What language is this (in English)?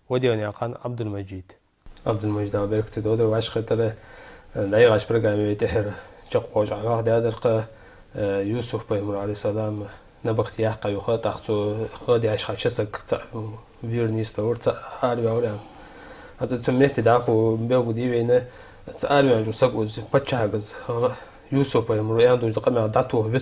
Ingush